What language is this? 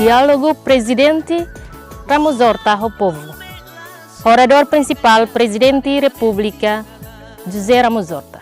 Tetum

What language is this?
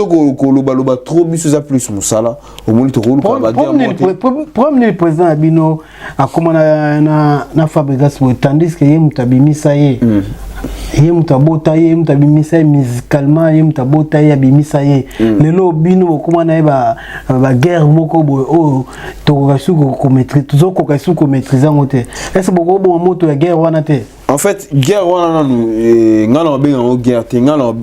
Lingala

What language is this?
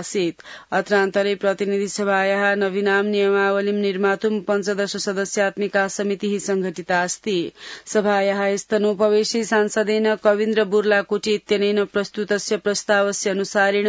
Sanskrit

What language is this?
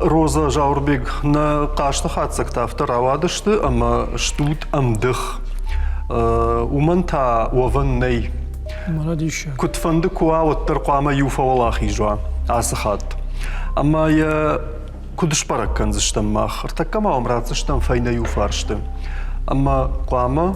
Ossetic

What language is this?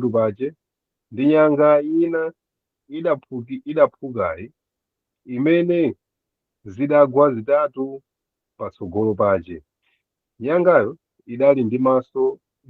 Nyanja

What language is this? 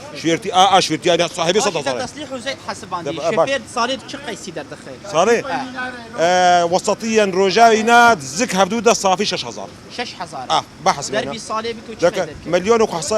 Kurdish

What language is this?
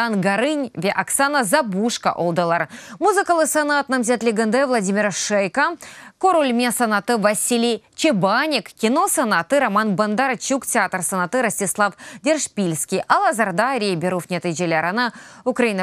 Crimean Tatar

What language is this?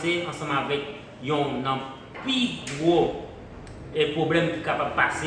Haitian Creole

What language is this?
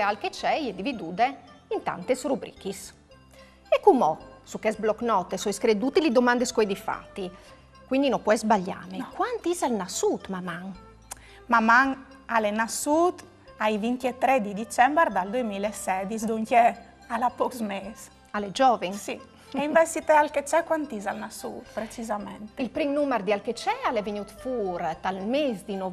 Friulian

